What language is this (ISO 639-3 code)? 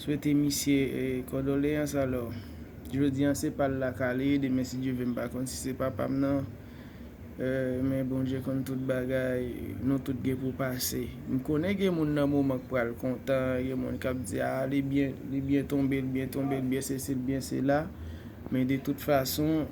hat